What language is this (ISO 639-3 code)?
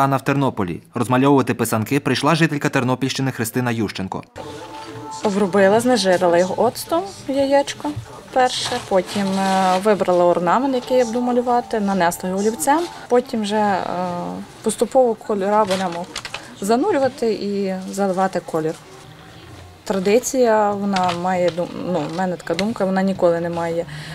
ukr